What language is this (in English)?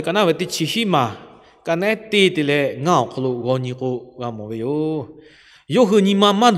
Lahu